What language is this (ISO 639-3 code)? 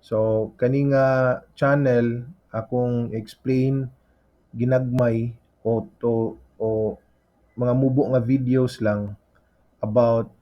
ceb